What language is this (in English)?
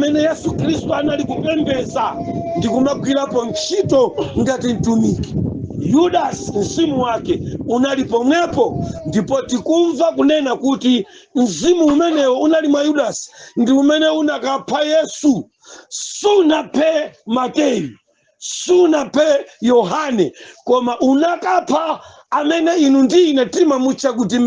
Nyanja